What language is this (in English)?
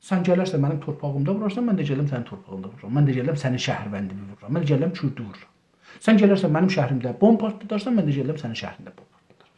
South Azerbaijani